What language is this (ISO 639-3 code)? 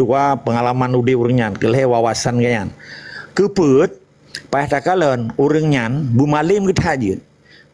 ace